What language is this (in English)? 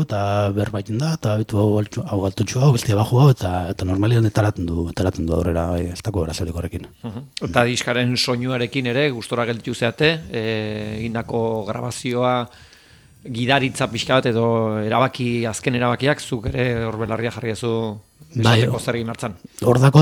Basque